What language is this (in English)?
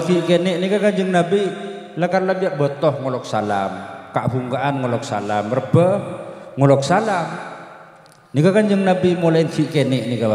Madurese